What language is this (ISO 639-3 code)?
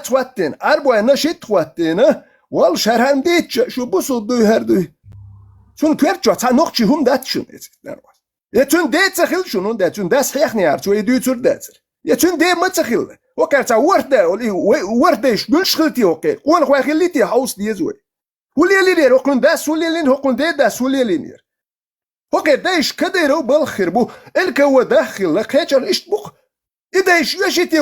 che